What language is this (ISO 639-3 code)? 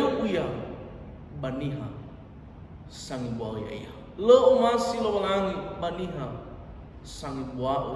nia